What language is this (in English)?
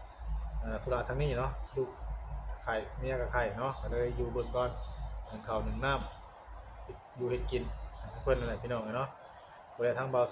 Northeastern Thai